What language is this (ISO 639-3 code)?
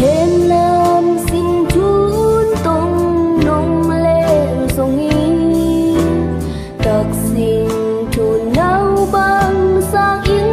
ctd